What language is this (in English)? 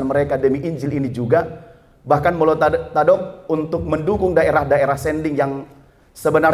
Batak Toba